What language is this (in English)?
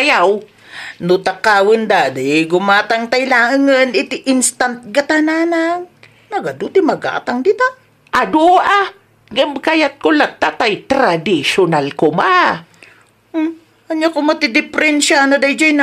Iloko